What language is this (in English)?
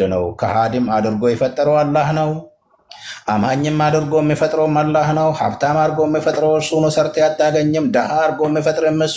Amharic